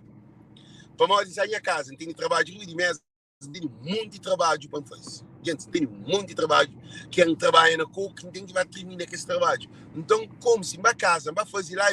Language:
Kabuverdianu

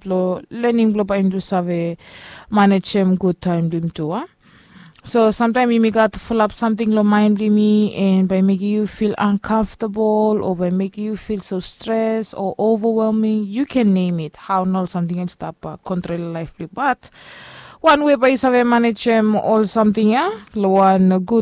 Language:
Bislama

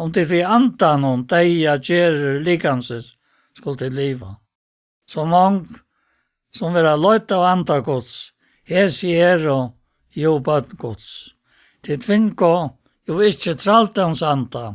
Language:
Faroese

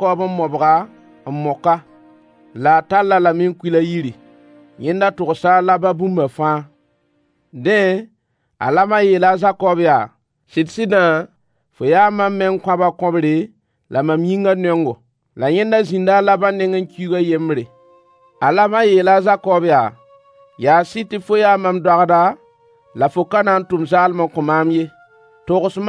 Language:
Mossi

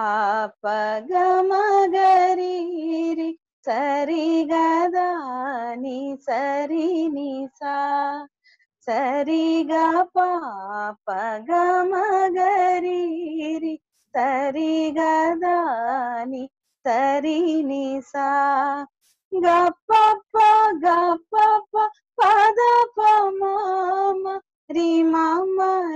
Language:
Telugu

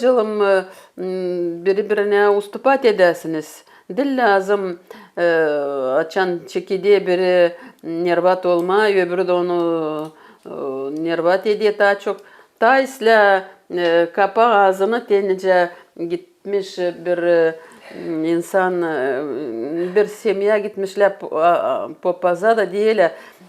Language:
Gagauz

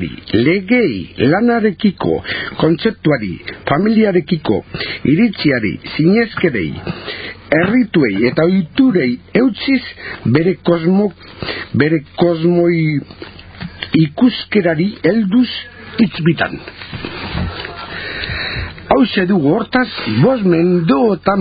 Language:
Basque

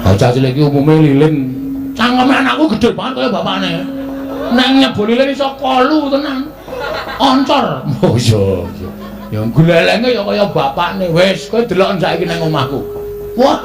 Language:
Javanese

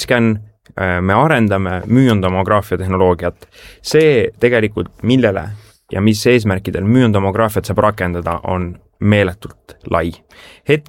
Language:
Estonian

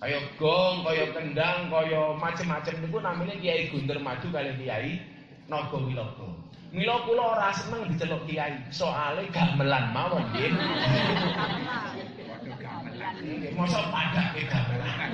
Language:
Javanese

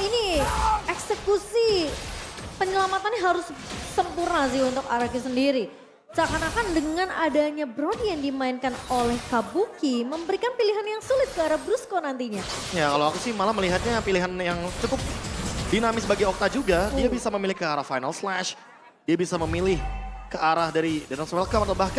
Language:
Indonesian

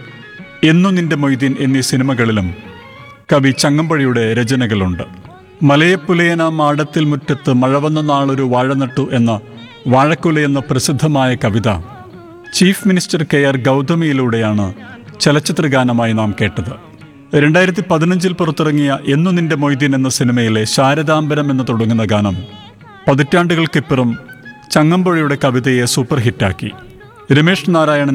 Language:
Malayalam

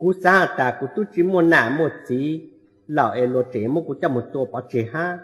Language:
Hmong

